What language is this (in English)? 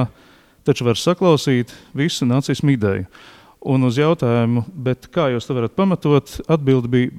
Latvian